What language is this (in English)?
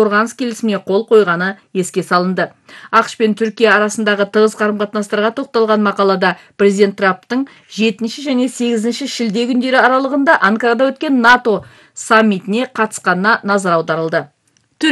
Kazakh